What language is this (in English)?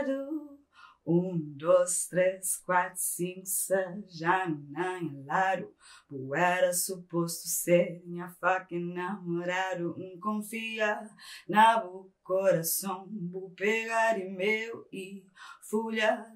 Kabuverdianu